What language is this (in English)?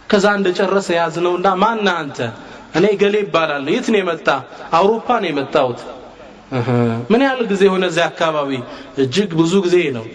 Amharic